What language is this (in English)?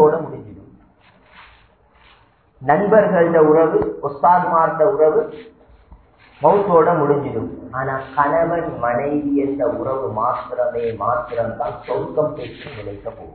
Tamil